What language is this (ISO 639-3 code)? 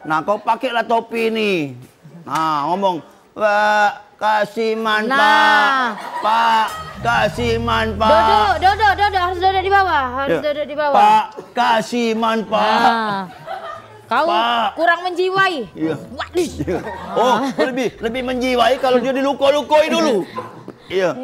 mui